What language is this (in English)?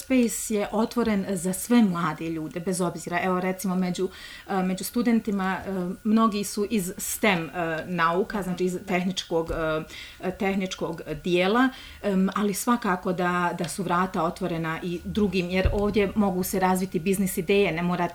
Bosnian